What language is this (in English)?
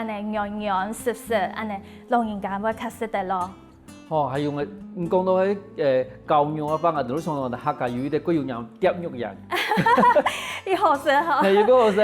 Hakka Chinese